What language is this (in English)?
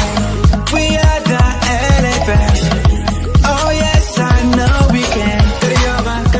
Acoli